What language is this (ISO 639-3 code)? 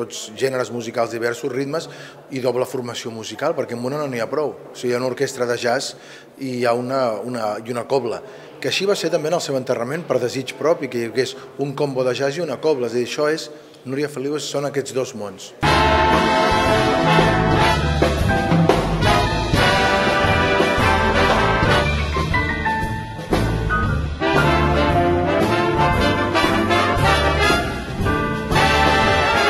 cat